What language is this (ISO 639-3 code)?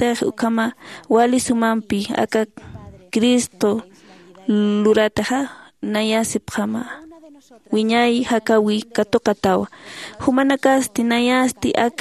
aym